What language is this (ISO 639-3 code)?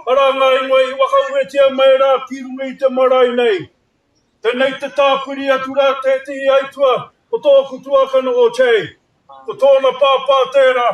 mri